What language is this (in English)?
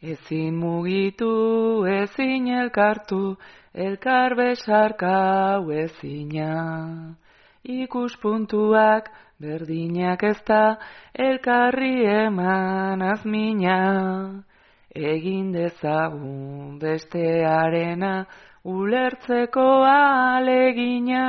Basque